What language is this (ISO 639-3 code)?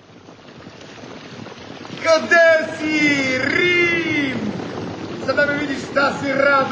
bul